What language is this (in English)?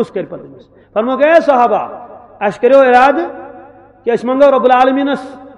Kashmiri